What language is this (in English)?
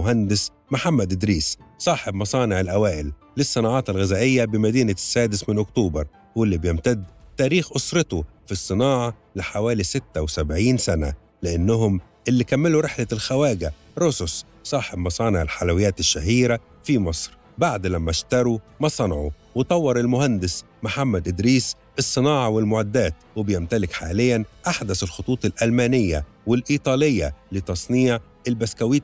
Egyptian Arabic